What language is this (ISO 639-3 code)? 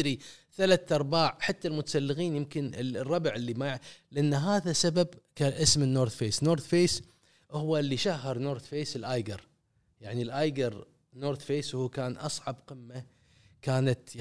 afb